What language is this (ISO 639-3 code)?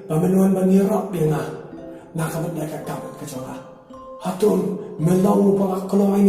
kha